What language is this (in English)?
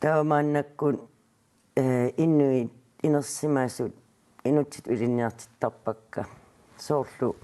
Kalaallisut